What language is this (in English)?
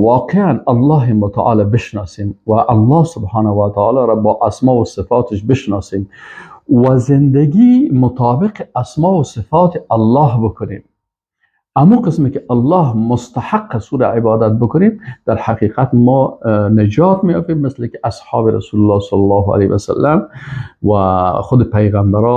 Persian